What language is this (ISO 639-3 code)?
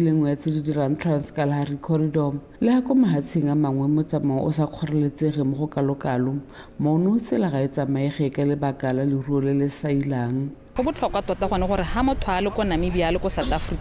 tsn